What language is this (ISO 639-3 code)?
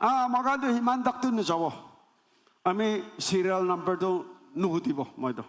nag